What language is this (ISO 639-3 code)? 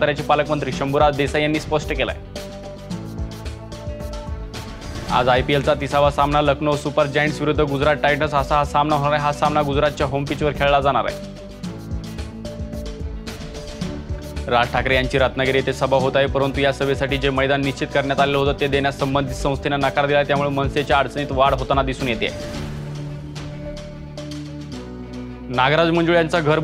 mar